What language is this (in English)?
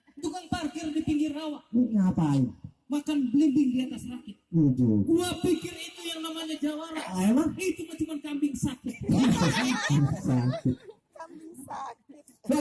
Betawi